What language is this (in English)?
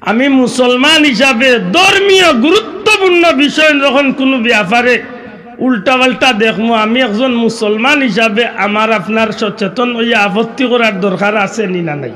Sylheti